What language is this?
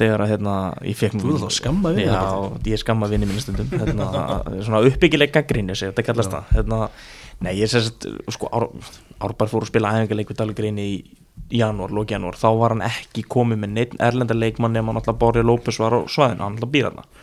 Icelandic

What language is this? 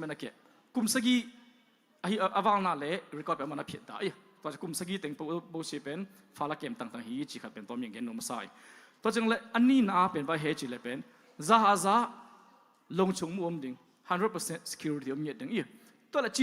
Tedim Chin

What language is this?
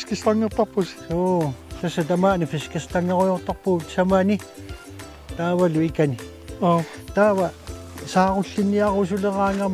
Kalaallisut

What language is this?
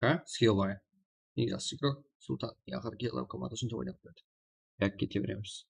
Kara-Kalpak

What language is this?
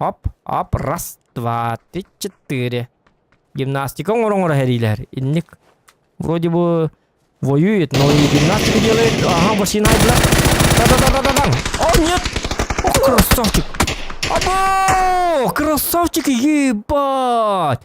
Yakut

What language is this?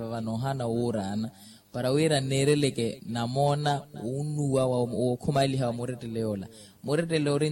Makhuwa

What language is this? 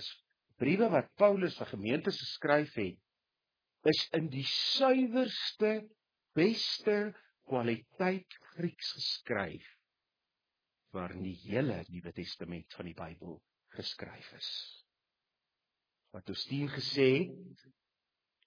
Afrikaans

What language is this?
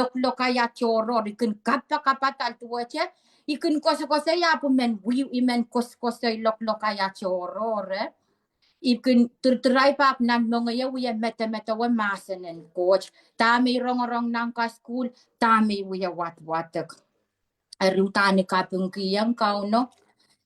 Pohnpeian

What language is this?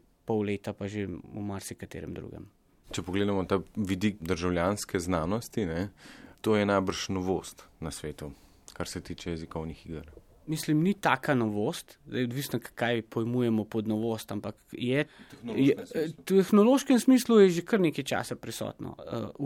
Slovenian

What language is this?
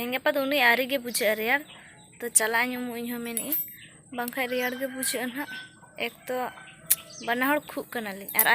Santali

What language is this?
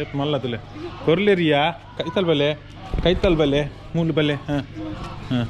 Tulu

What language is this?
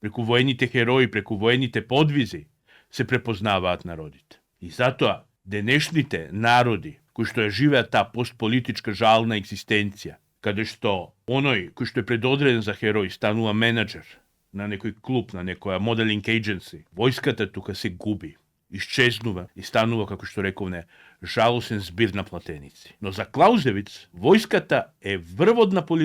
Macedonian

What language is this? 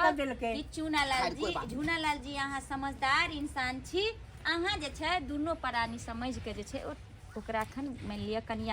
Maithili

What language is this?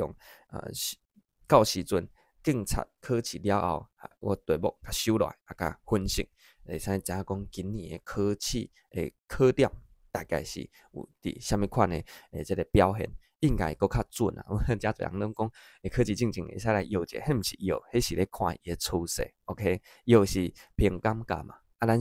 Min Nan Chinese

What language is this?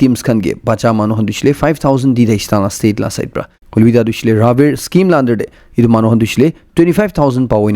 Naga Pidgin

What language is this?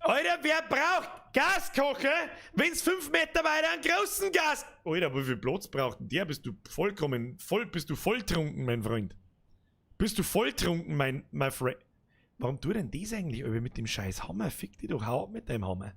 Bavarian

